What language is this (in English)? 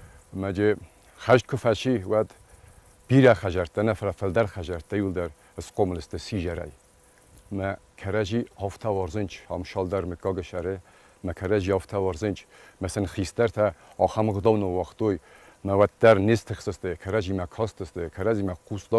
Ossetic